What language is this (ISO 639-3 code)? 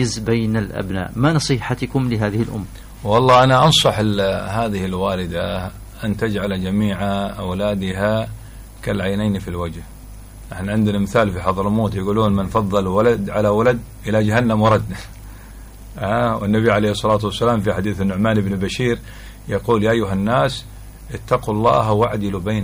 ara